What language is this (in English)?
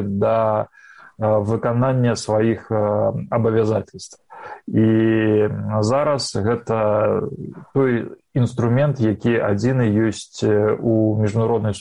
Belarusian